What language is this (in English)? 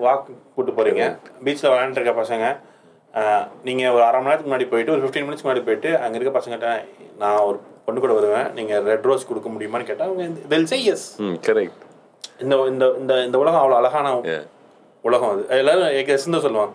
Tamil